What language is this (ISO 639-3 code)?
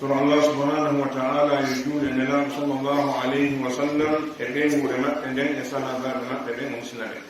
ful